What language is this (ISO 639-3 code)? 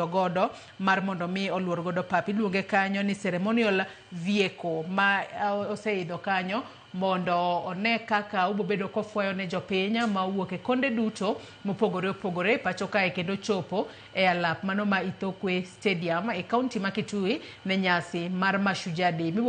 luo